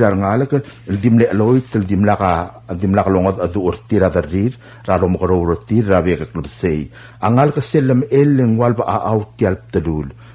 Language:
Palauan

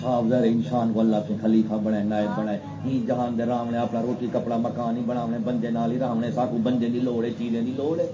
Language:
Saraiki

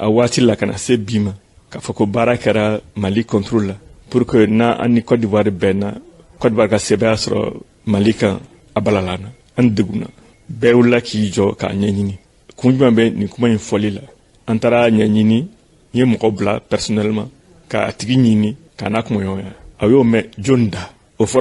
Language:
Bambara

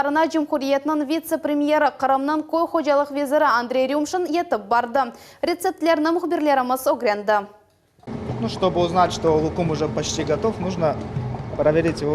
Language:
Crimean Tatar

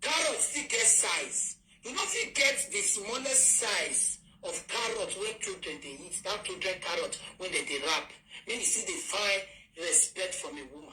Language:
Nigerian Pidgin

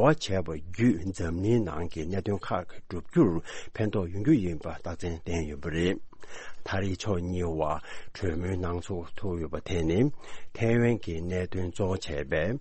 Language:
Tibetan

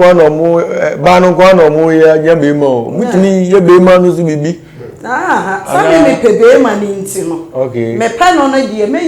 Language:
Akan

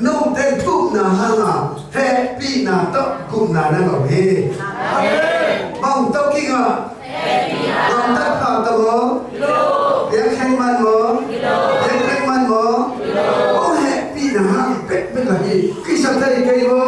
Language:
Tedim Chin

